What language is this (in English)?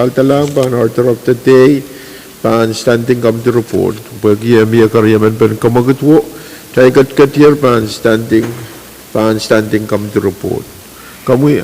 Pohnpeian